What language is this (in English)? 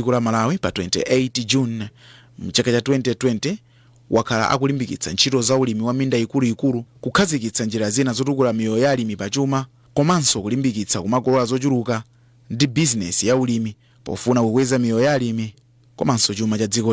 Nyanja